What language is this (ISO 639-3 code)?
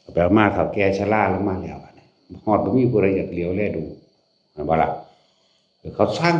tts